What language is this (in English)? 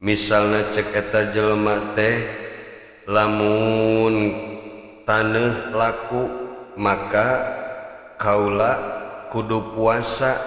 Sundanese